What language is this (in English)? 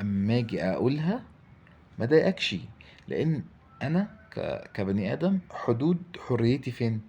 Egyptian Arabic